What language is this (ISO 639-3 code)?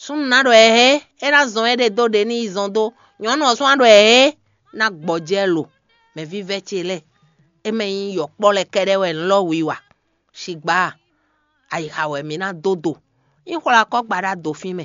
fon